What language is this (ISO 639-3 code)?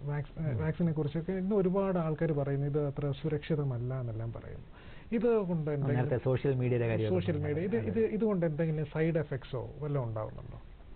mal